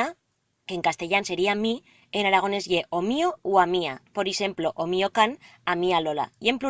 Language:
Aragonese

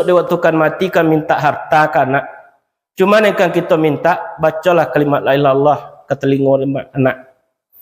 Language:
Minangkabau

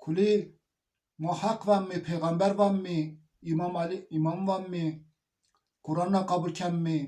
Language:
Zaza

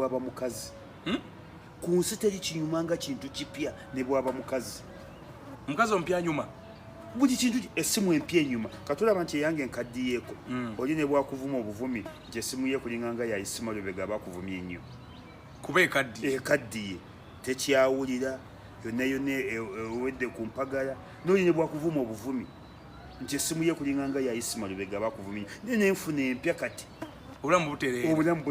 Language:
Ganda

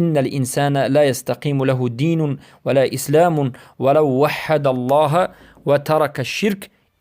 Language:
Persian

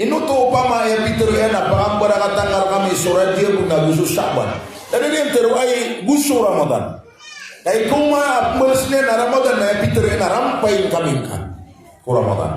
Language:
Maranao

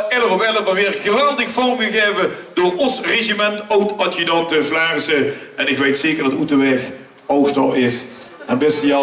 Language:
Limburgish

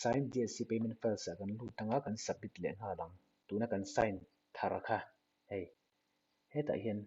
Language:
Mizo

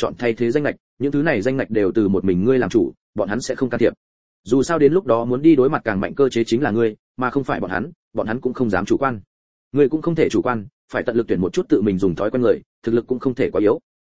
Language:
Vietnamese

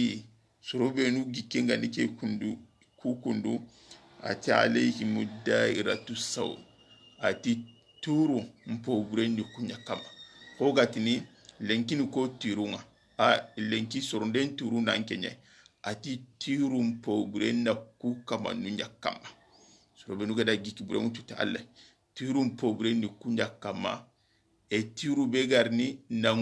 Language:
Soninke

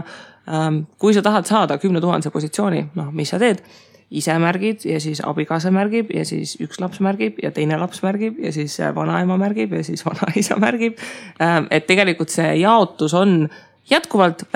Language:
Estonian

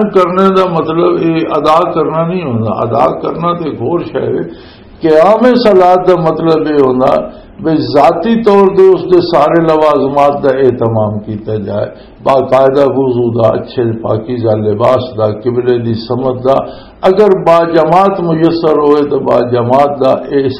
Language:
Western Panjabi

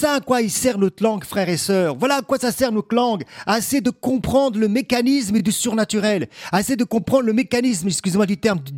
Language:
French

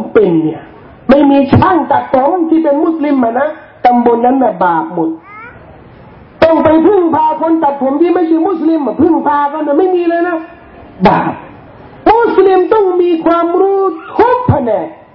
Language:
Thai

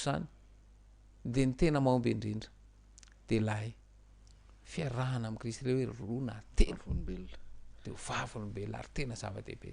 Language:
Malagasy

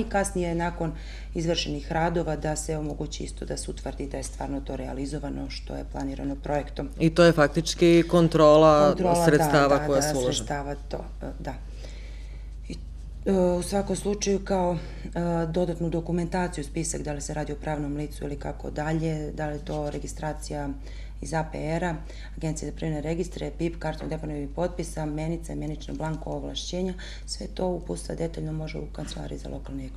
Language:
Serbian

